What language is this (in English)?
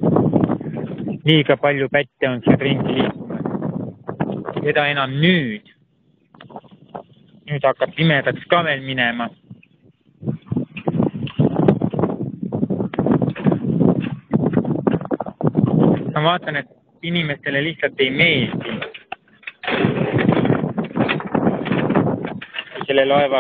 Estonian